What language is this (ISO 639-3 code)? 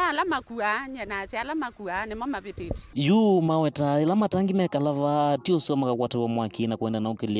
kam